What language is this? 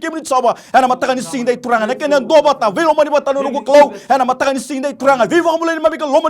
Fijian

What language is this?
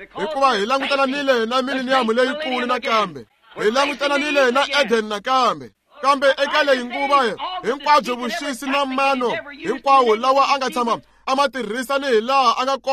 Tsonga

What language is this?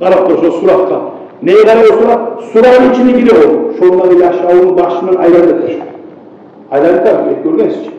Kumyk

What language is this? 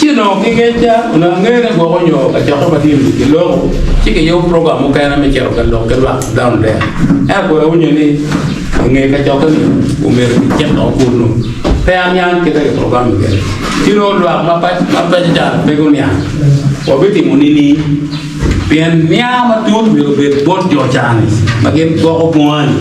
Acoli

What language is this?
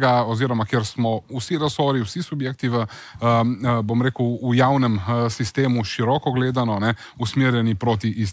Slovenian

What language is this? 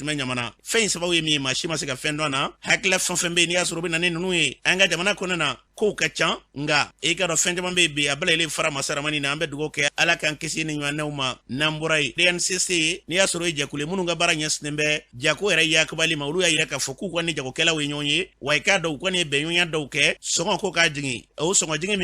Bambara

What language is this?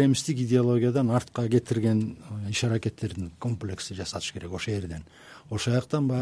Kyrgyz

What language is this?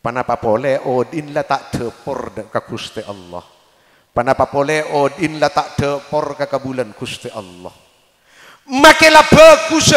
Madurese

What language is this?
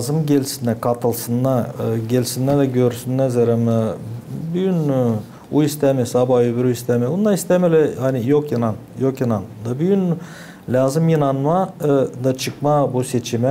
Gagauz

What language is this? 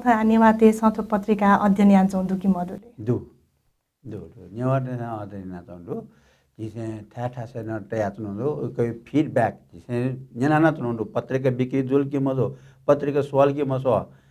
Newari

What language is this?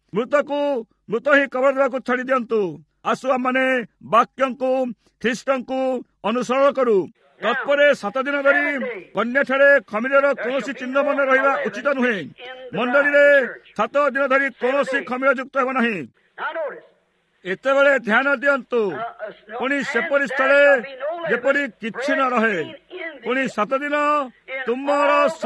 Odia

